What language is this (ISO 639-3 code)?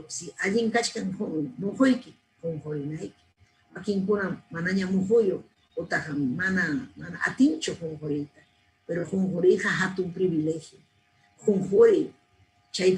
quy